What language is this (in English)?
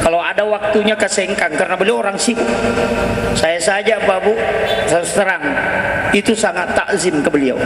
Buginese